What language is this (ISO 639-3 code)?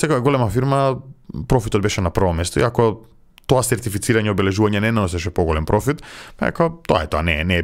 mkd